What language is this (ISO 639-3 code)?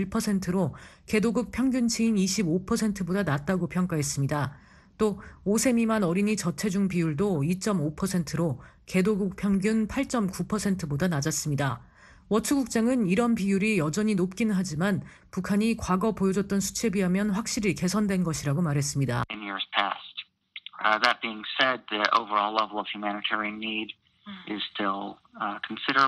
kor